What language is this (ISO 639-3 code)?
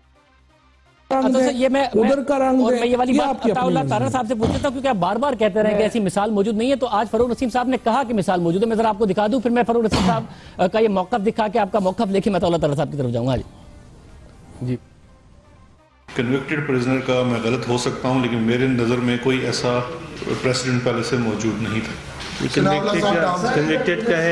urd